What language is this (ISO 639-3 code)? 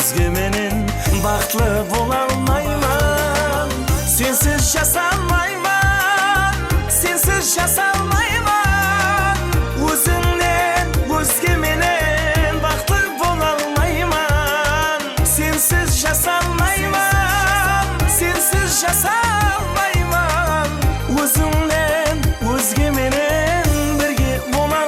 kaa